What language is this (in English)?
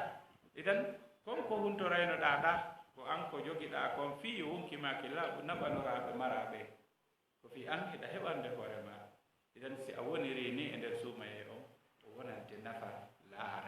Fula